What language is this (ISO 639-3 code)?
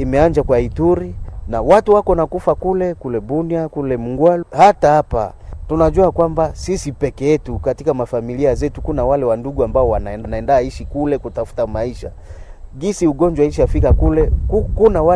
swa